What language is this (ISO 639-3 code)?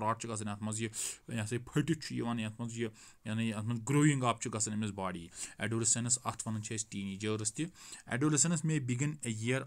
kas